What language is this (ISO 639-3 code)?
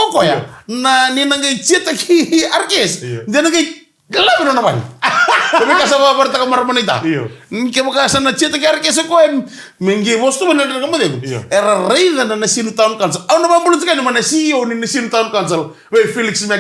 fij